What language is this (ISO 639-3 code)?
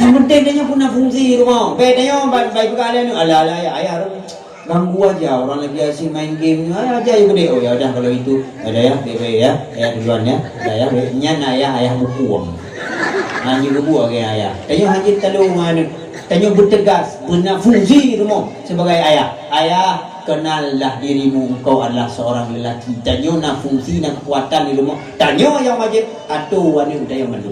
ace